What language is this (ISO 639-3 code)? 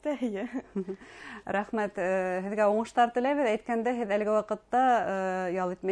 bak